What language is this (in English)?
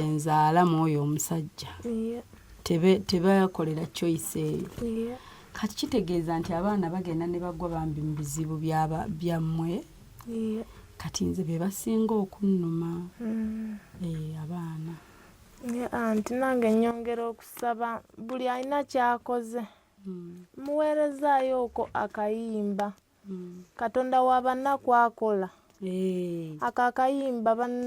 Ganda